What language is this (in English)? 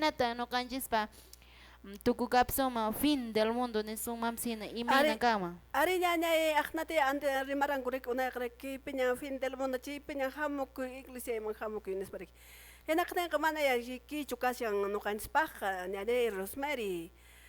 Quechua